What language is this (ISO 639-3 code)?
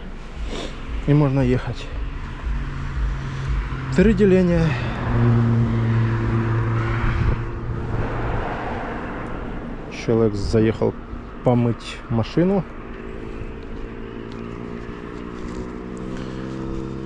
rus